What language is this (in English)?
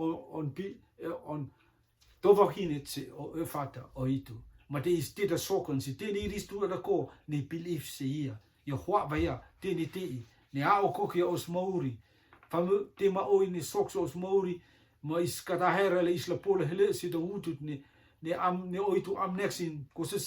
Rotuman